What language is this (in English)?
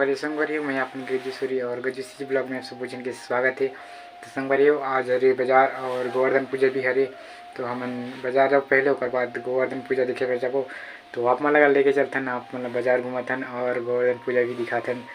Chhattisgarhi